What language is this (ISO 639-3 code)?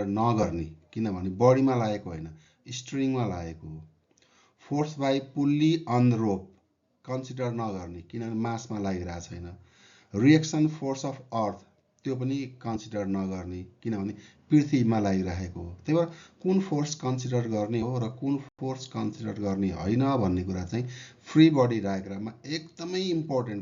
nep